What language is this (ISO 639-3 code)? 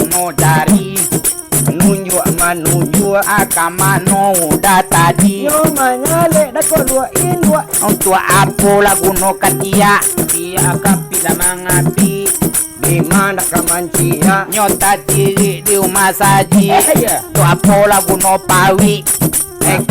min